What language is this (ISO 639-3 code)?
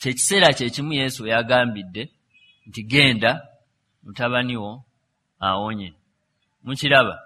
lug